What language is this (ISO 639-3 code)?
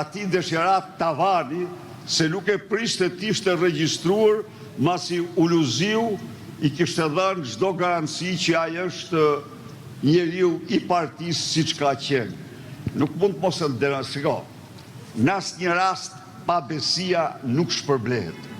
sqi